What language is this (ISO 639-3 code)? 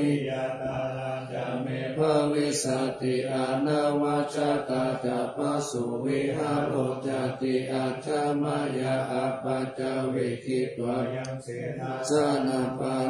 pli